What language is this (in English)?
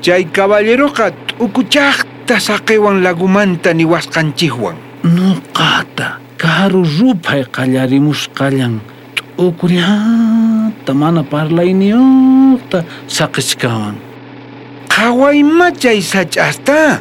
South Bolivian Quechua